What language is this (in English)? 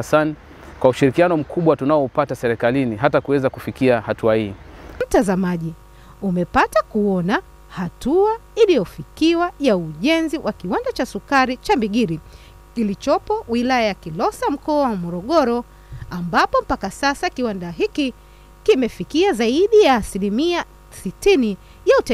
Swahili